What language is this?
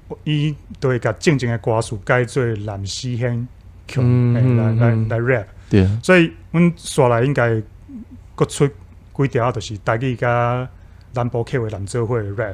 Min Nan Chinese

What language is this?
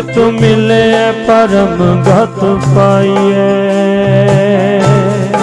Punjabi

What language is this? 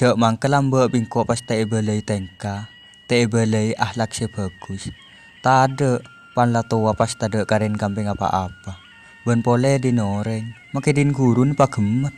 Madurese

